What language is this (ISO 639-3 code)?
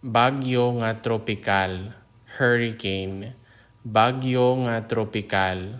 hil